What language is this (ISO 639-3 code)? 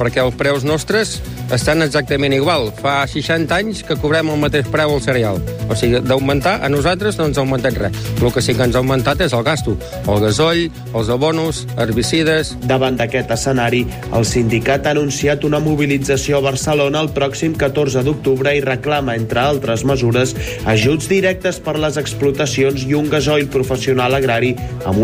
cat